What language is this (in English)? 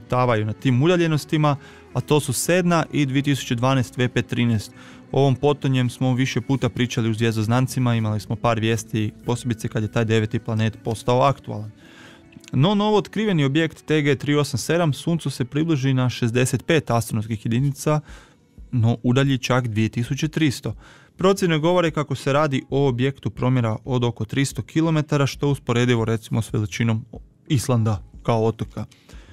Croatian